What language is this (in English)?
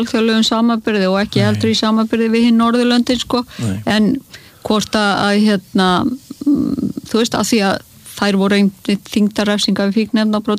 Icelandic